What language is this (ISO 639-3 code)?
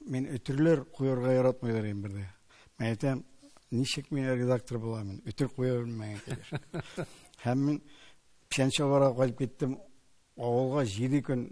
tat